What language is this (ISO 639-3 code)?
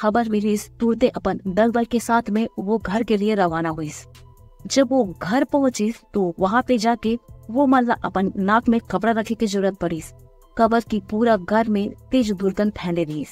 hne